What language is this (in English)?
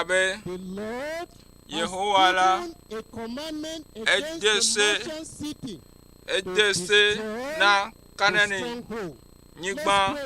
Ewe